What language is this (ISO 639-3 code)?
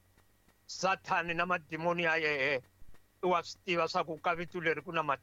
tso